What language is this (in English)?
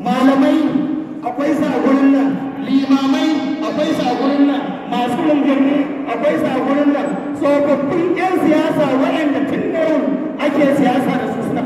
Hausa